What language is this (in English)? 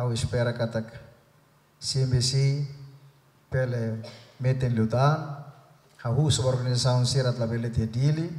Tetum